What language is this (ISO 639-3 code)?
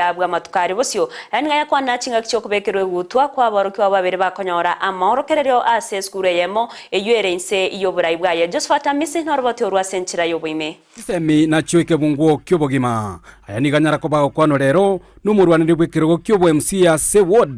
guz